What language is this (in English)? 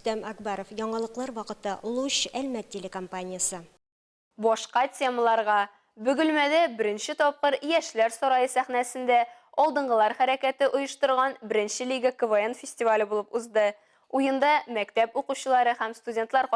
Tatar